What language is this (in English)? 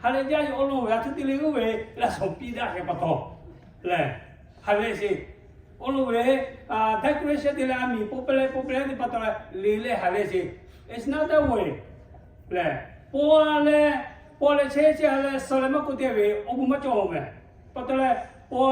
Lahu